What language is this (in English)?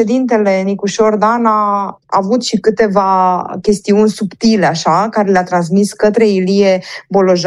Romanian